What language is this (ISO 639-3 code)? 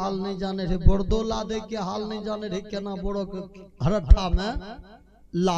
mai